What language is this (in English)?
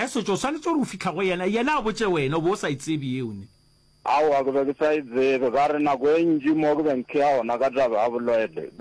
Northern Sotho